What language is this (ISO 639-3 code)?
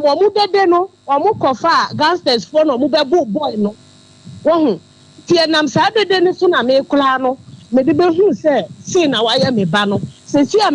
aka